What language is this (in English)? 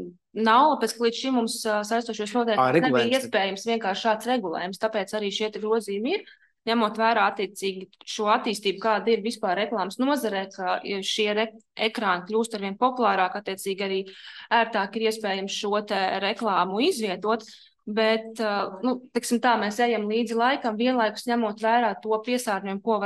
Latvian